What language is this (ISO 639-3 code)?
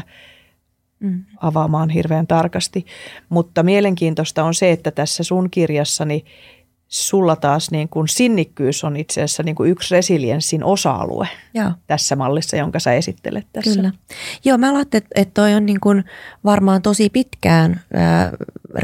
fin